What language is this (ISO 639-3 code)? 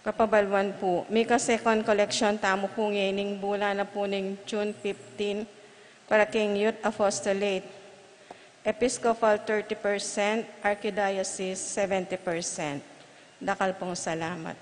pam